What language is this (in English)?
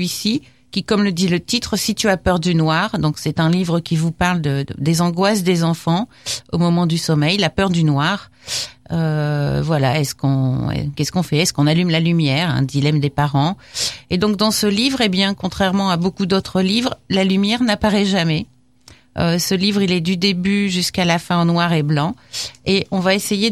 French